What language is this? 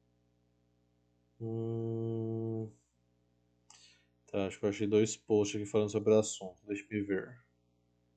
Portuguese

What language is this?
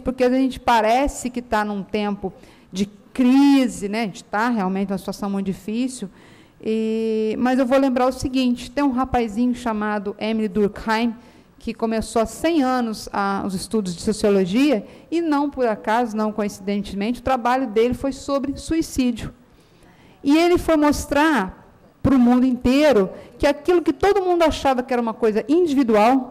Portuguese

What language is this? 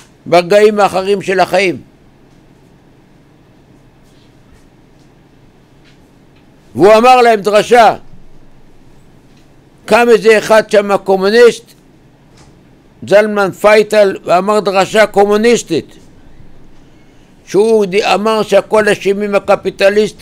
Hebrew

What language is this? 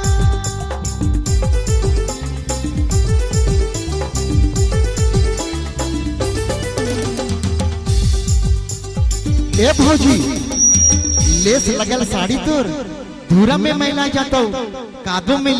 Bhojpuri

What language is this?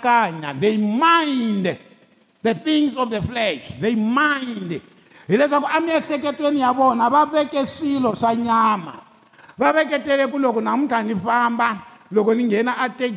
Tsonga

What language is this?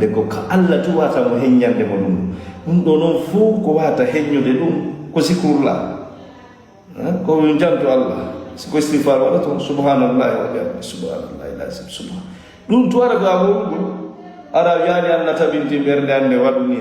Fula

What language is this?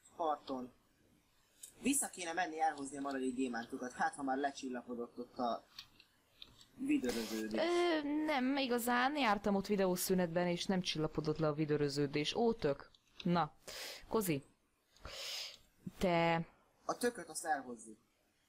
Hungarian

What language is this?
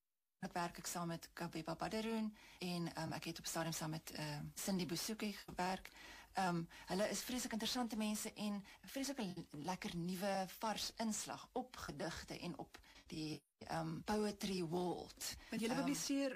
Afrikaans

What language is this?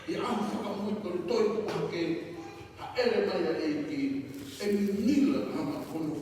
Tongan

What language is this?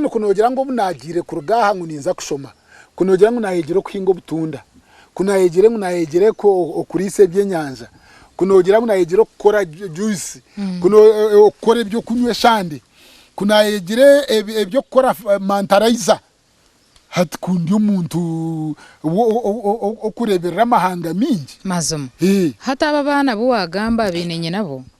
Nyankole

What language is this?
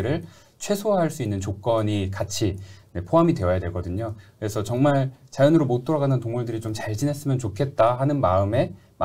Korean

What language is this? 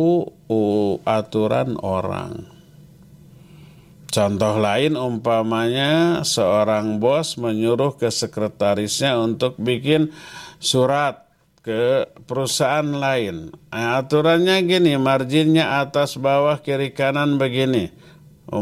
Indonesian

